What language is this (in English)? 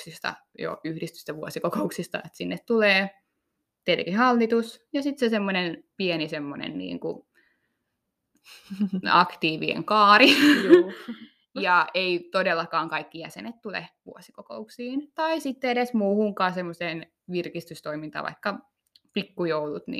Finnish